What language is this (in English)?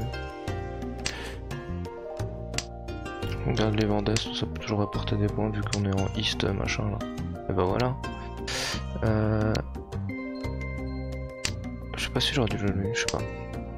French